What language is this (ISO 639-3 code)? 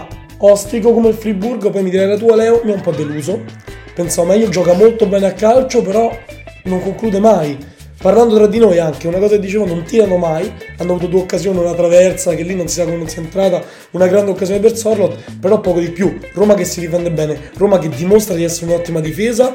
ita